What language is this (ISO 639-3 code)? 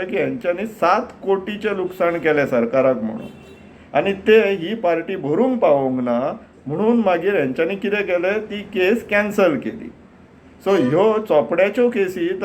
kok